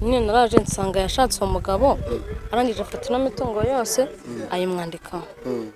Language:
Kinyarwanda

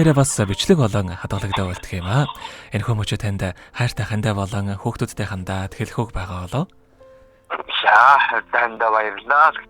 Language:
Mongolian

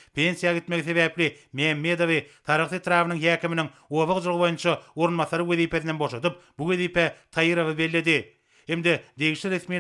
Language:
Turkmen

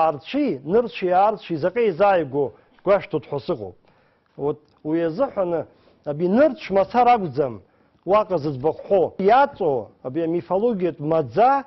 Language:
Abkhazian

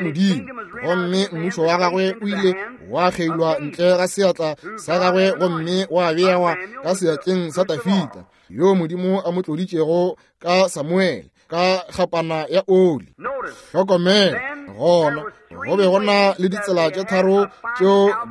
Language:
Northern Sotho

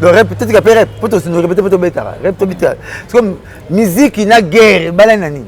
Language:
Lingala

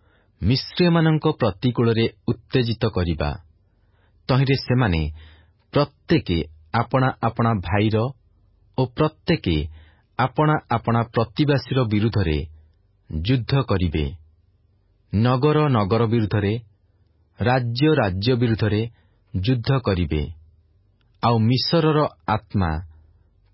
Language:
Odia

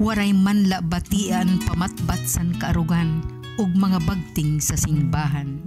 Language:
Waray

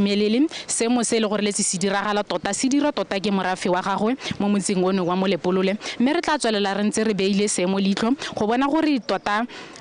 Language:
Tswana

